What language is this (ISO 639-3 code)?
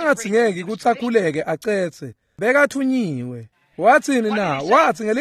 ssw